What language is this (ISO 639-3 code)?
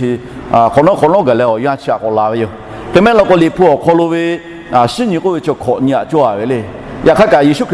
lhu